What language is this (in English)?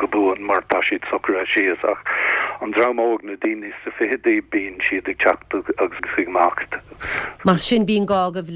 Irish